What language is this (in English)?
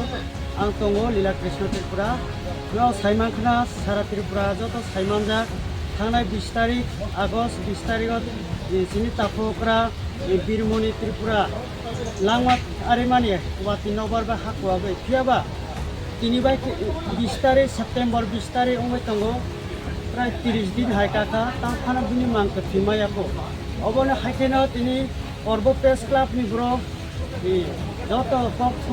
Kok Borok